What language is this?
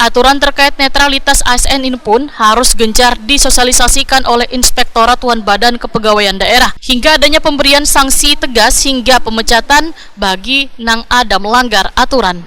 Banjar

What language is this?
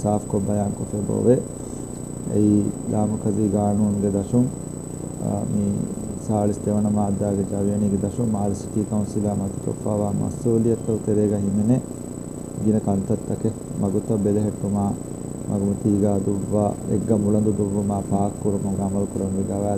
Divehi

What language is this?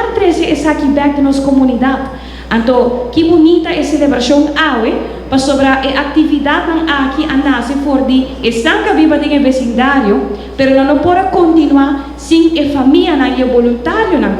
Papiamento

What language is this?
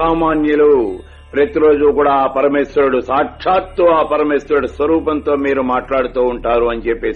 Telugu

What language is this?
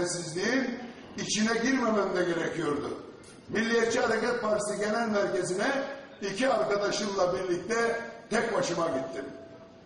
Turkish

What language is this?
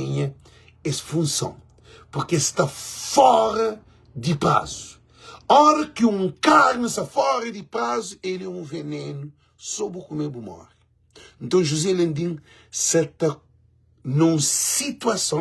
Kabuverdianu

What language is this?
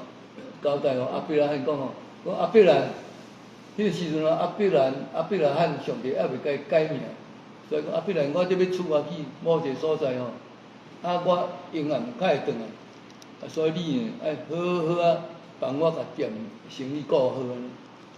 Min Nan Chinese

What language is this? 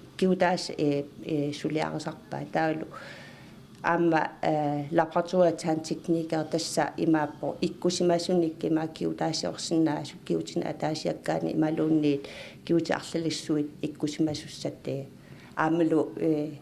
Kalaallisut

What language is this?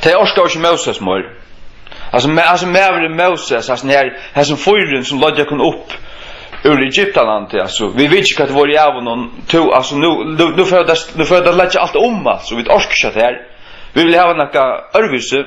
Faroese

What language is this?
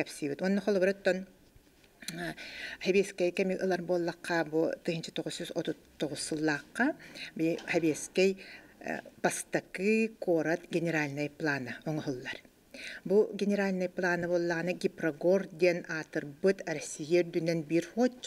Yakut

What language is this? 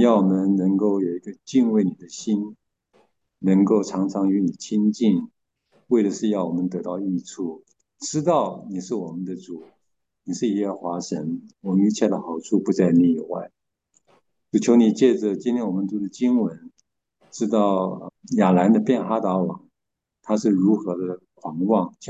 Chinese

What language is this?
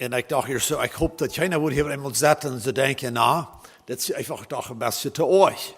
Plautdietsch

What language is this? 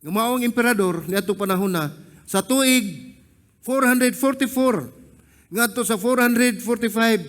Cebuano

